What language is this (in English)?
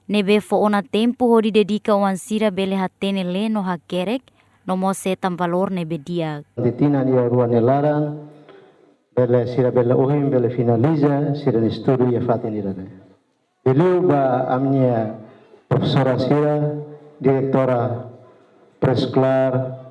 Tetum